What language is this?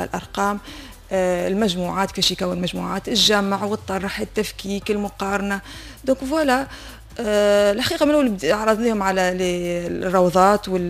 Tunisian Arabic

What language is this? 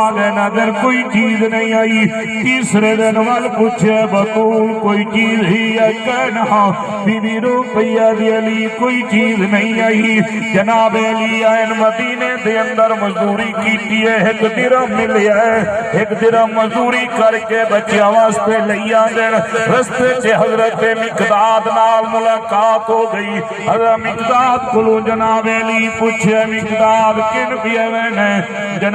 Saraiki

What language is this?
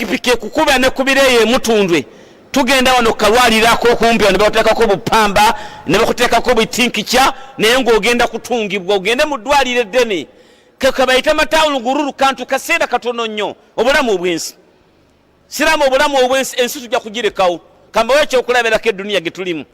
Ganda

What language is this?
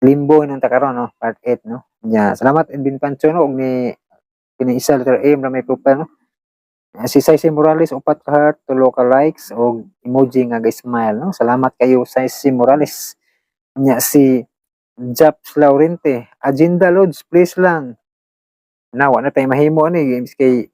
Cebuano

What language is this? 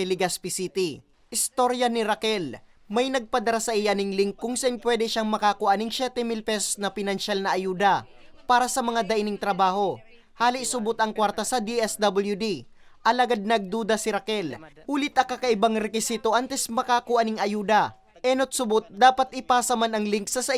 Bikol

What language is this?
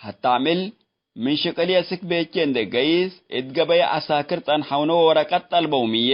Tigre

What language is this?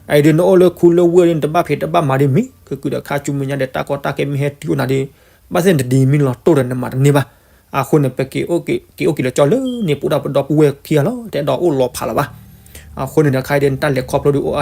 S'gaw Karen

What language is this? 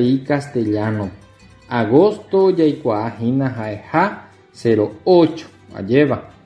Guarani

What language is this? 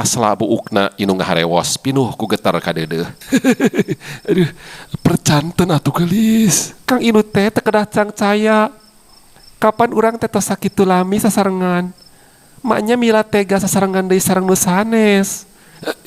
Sundanese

